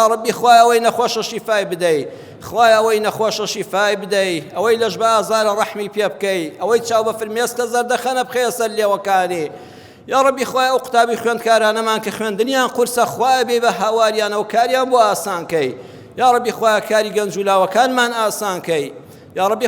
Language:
Central Kurdish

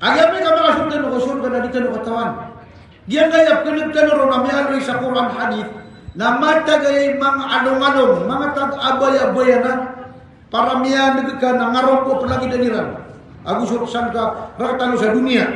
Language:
Maranao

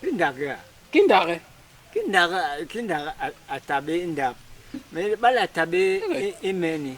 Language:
Basaa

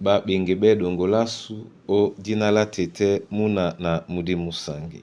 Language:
Duala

